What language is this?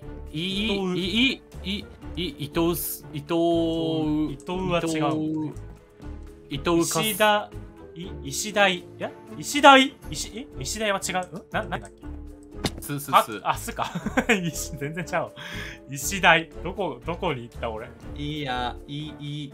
Japanese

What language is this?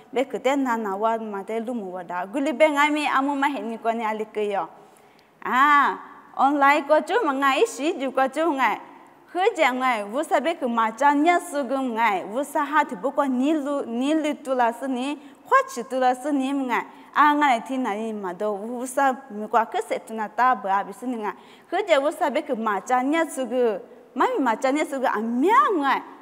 Lisu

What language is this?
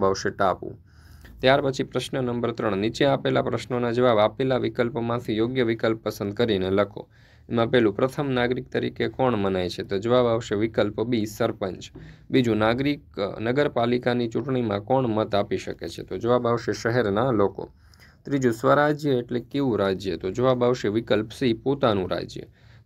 Gujarati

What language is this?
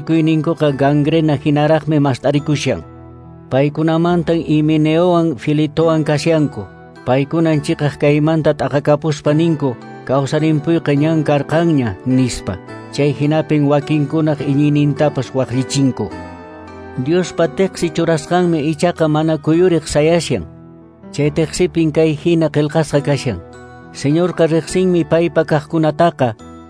Quechua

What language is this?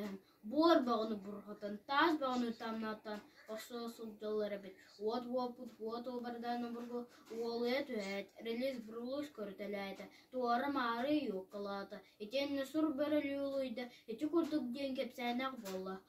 Yakut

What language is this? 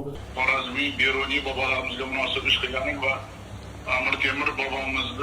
Uzbek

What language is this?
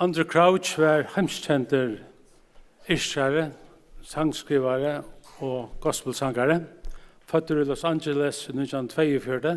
Faroese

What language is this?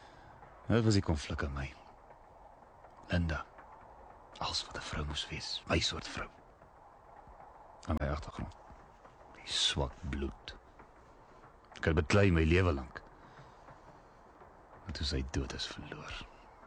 Afrikaans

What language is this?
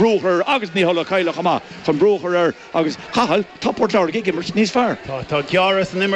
Irish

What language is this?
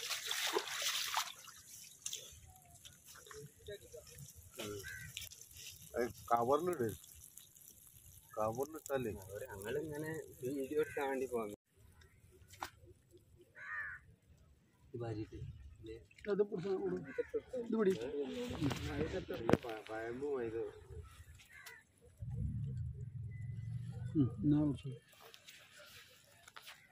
Malayalam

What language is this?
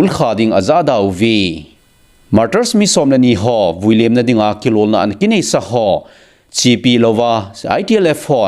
Thado Chin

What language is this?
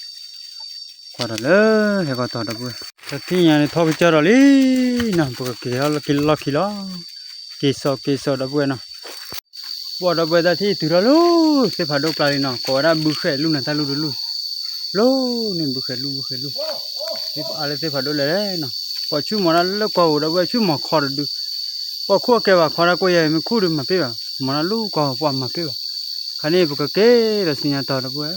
S'gaw Karen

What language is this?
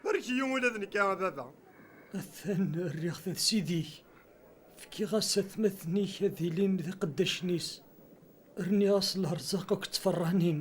Kabyle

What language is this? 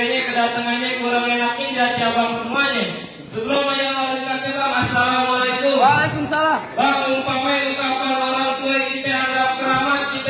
Betawi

